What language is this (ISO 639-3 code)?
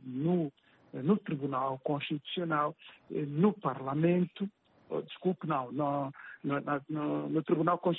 por